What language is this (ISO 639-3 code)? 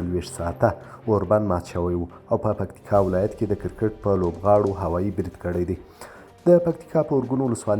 pus